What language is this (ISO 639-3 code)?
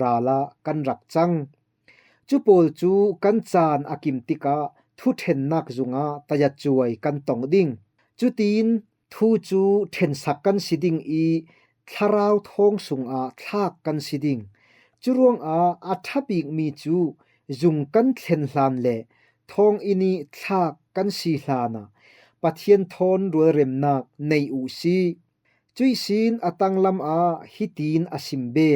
cfm